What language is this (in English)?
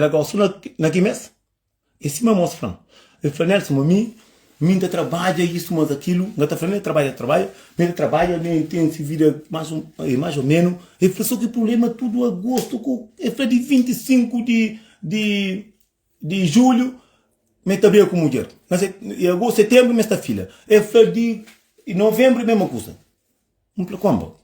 Kabuverdianu